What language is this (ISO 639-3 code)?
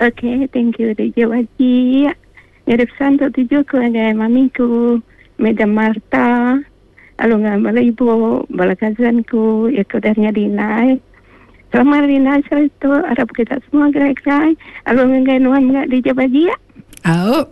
iba